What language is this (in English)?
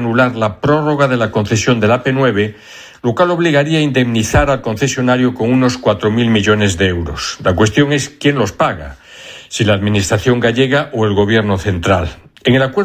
Spanish